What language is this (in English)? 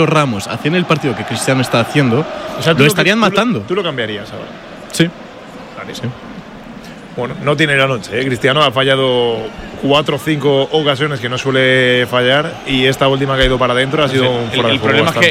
Spanish